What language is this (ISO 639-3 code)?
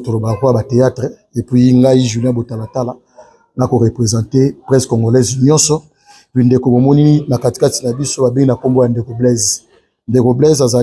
lin